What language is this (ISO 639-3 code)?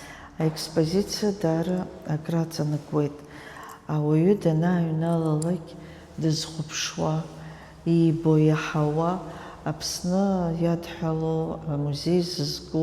abk